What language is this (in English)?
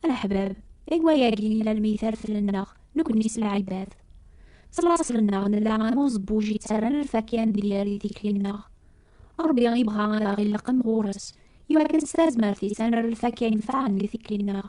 Kabyle